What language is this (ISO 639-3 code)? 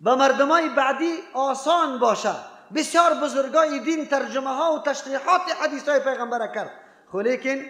fas